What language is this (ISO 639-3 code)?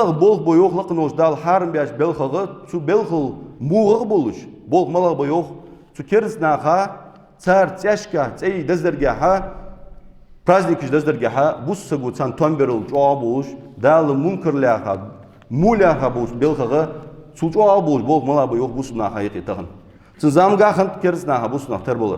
inh